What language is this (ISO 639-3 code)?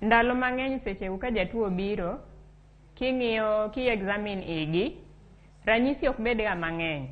luo